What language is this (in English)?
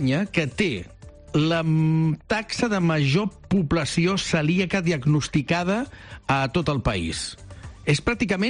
Catalan